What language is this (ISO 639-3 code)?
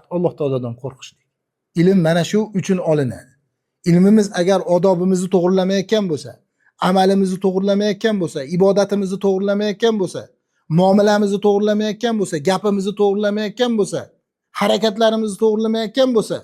uzb